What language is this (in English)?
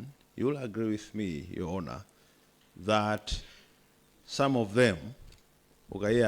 Nyanja